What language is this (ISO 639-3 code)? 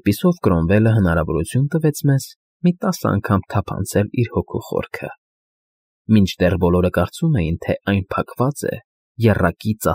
hye